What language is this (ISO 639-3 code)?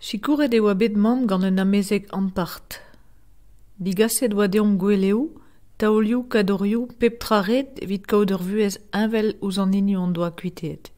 bre